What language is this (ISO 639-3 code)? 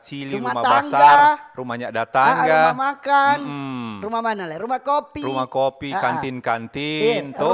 xmm